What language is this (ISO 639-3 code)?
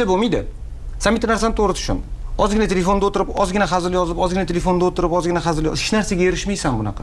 uzb